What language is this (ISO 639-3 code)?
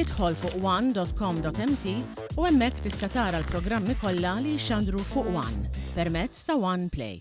mlt